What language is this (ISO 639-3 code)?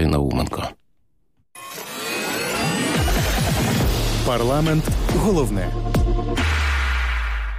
ukr